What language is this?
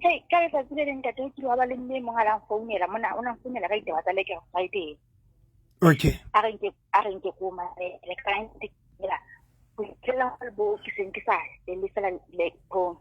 Southern Sotho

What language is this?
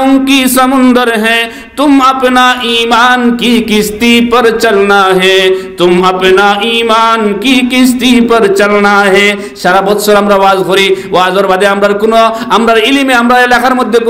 Sylheti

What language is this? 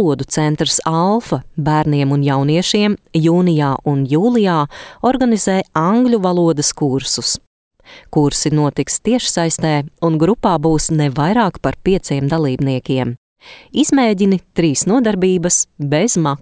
Latvian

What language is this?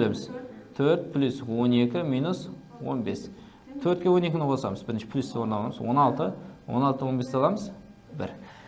Kara-Kalpak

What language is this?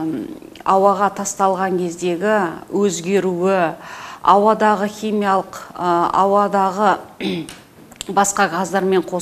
Kazakh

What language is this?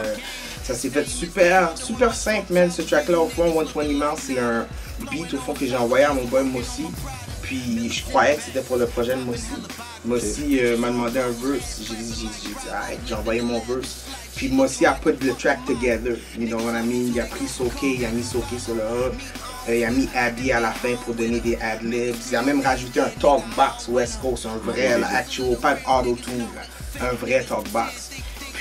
French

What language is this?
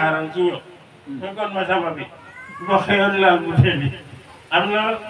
Wolof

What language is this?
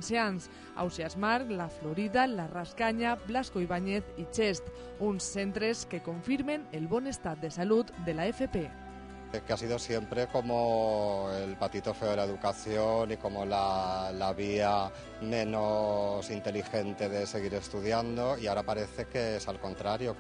Catalan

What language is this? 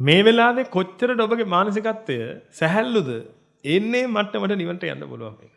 Sinhala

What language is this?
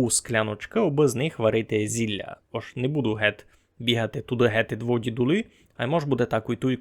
Rusyn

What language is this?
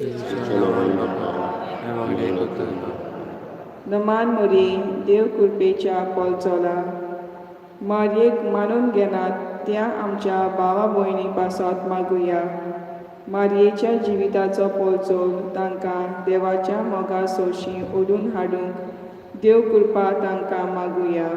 Konkani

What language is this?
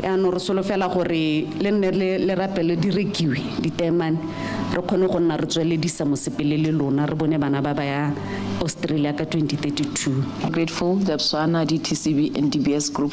Tswana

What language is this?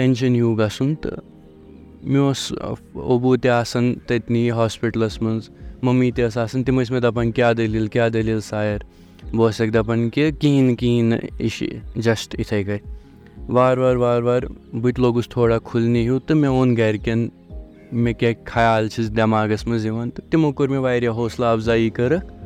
Kashmiri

